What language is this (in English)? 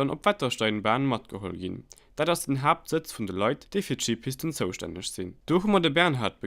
Luxembourgish